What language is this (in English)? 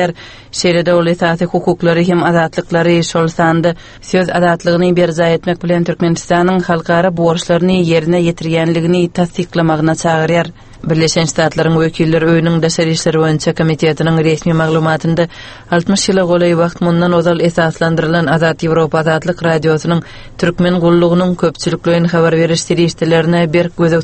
Turkmen